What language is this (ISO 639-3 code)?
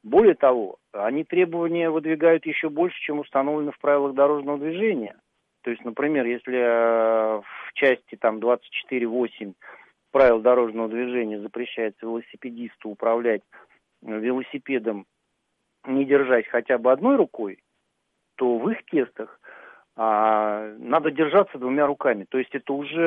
rus